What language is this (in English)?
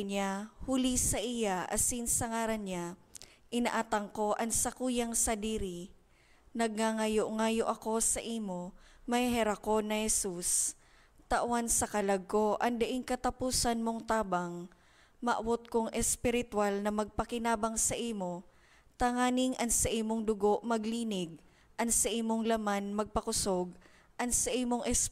Bikol